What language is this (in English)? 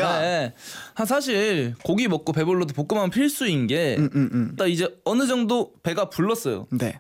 Korean